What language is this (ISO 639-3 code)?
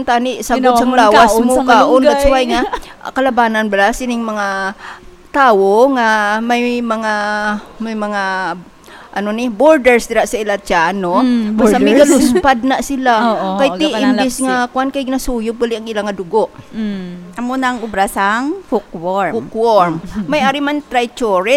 hil